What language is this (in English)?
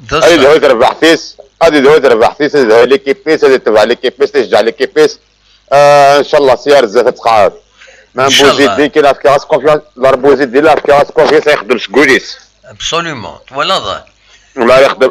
Kabyle